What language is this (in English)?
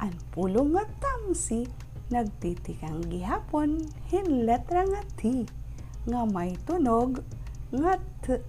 Waray